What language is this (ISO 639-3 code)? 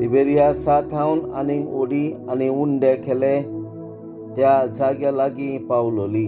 kok